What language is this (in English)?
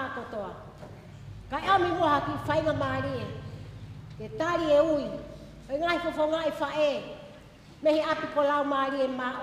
Tongan